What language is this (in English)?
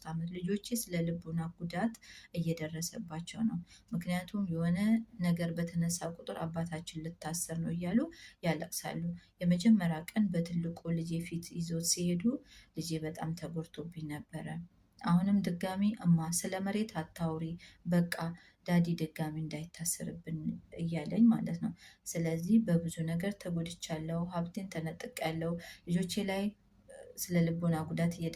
Amharic